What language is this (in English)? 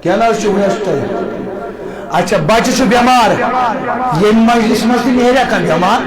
Kashmiri